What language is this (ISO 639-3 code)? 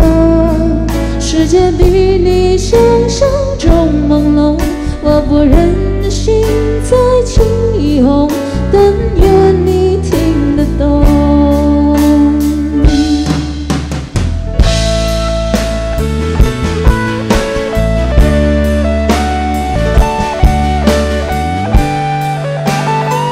zho